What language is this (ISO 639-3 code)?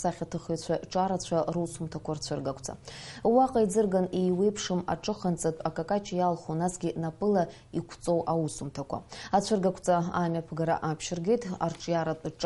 abk